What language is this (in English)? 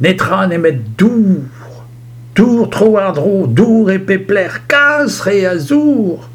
Breton